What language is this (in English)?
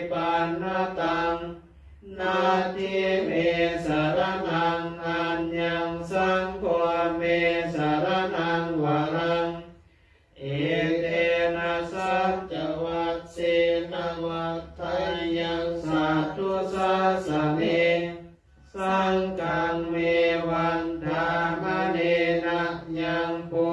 Pali